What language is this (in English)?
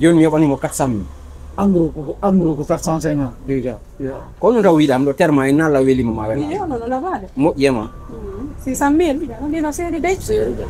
Pular